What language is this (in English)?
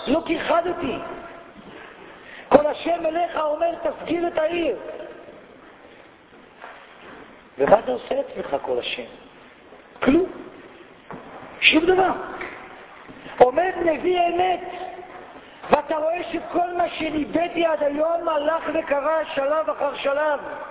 Hebrew